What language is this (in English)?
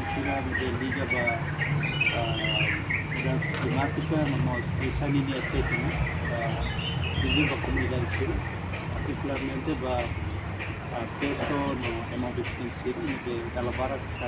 Tetum